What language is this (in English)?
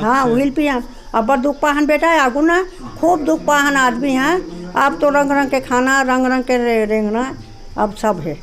Chhattisgarhi